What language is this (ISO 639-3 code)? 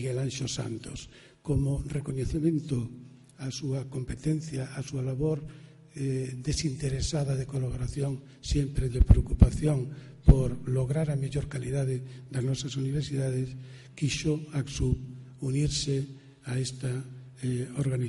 glg